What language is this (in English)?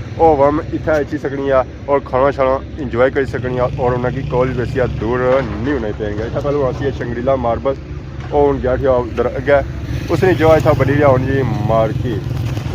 Pahari-Potwari